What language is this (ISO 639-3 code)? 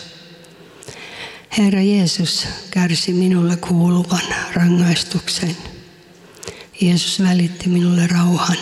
fin